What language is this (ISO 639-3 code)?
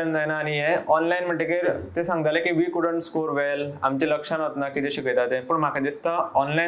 kok